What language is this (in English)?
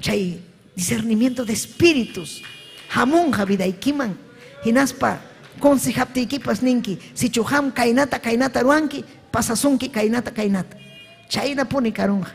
Ayacucho Quechua